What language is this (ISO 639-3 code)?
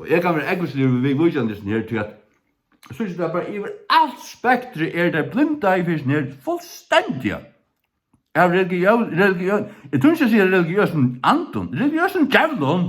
fao